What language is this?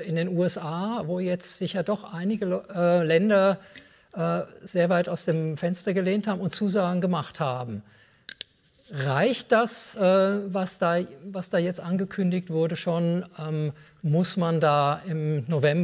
German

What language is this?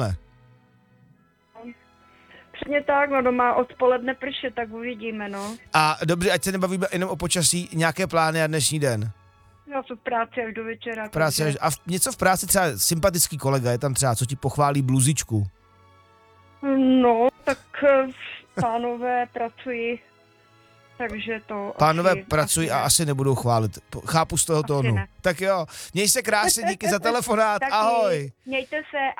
Czech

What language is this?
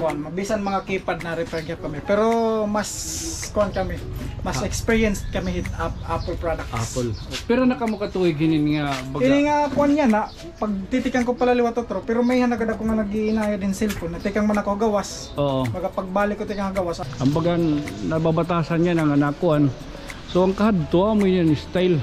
Waray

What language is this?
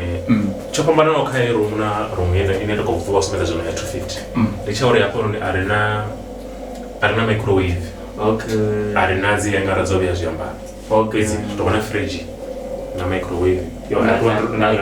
Venda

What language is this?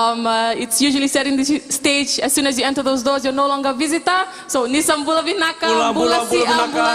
Fijian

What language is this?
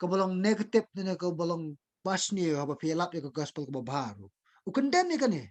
Khasi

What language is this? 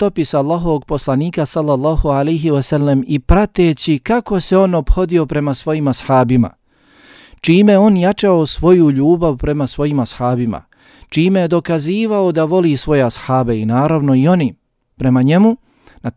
Bosnian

